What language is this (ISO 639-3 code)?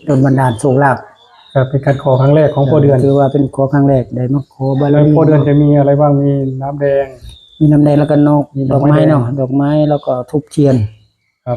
tts